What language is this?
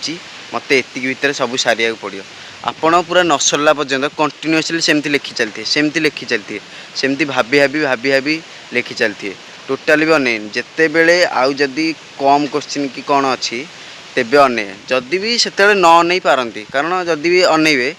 Odia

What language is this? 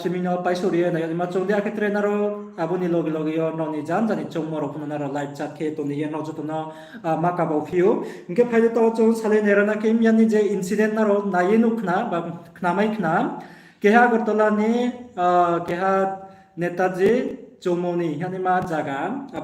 Riang (India)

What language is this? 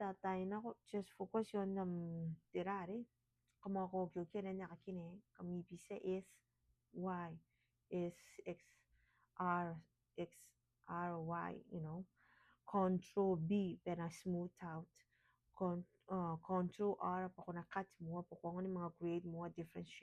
Gilbertese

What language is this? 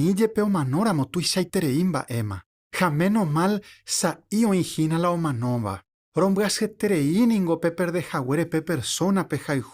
Guarani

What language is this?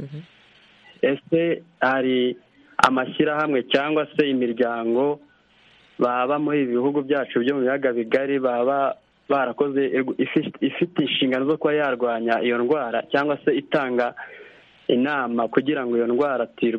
Kinyarwanda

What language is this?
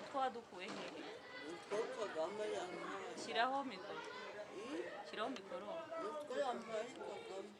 Kinyarwanda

